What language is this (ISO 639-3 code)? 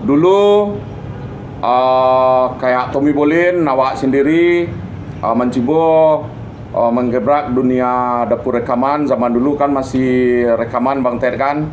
min